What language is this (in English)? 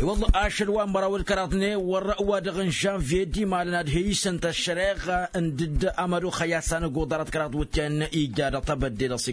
Tamasheq